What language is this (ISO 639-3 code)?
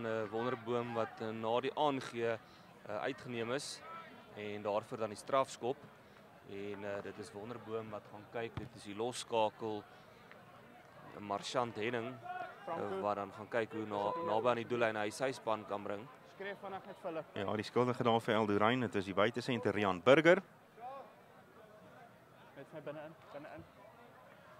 afr